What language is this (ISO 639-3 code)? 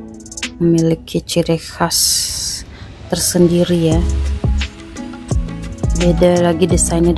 ind